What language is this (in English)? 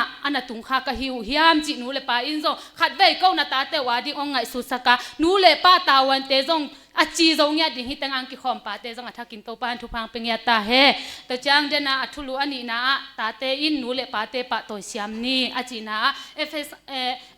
Tedim Chin